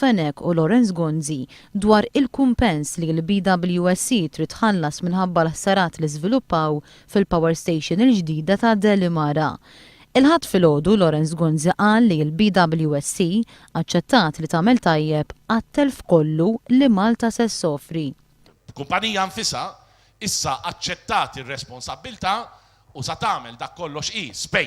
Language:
Maltese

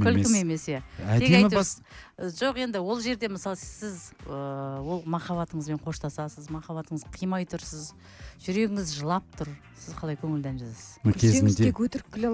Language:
Kazakh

